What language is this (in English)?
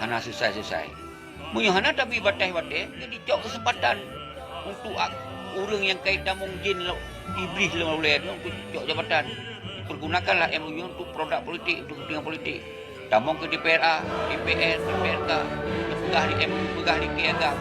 Achinese